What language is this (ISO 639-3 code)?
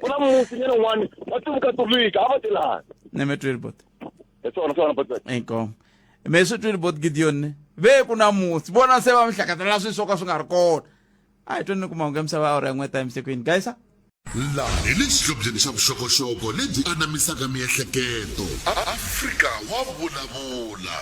tso